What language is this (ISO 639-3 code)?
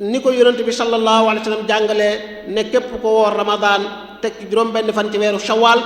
wol